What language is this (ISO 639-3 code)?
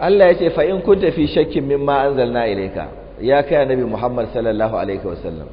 hau